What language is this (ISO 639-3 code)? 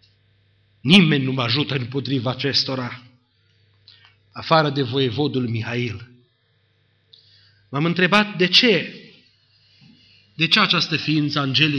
ron